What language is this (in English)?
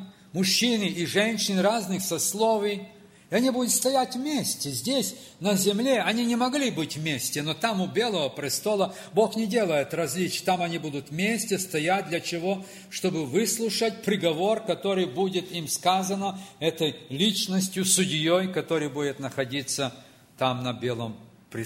Russian